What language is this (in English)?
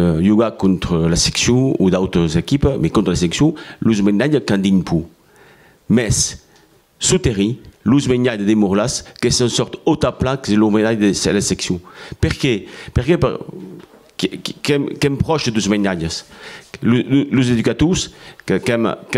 Occitan